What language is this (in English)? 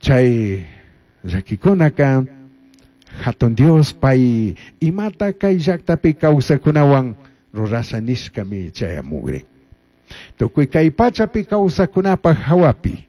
Chimborazo Highland Quichua